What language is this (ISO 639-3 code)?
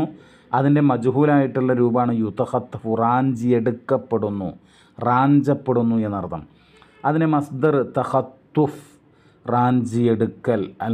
mal